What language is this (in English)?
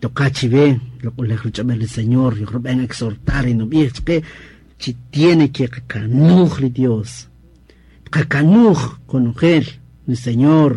Kaqchikel